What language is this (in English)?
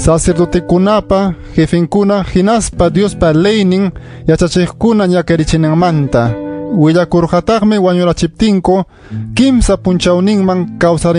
Ayacucho Quechua